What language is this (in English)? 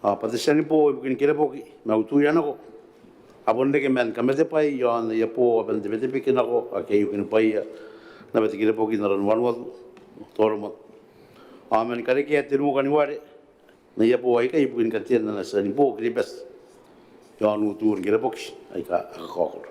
Gilbertese